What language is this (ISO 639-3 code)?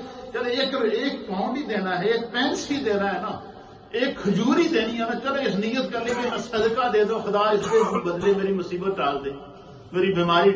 urd